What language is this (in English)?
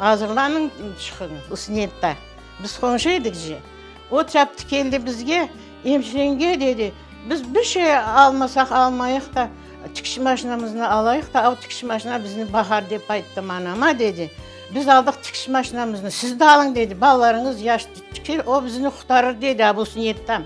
Crimean Tatar